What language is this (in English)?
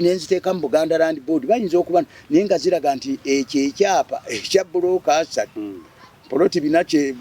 Ganda